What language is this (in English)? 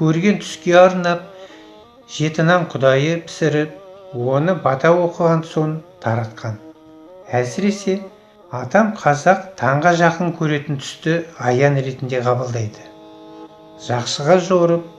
Kazakh